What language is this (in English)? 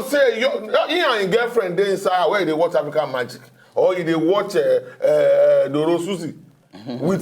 Nigerian Pidgin